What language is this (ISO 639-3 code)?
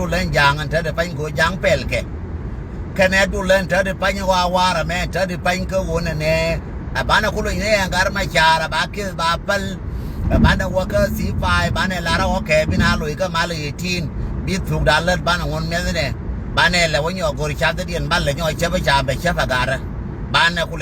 nus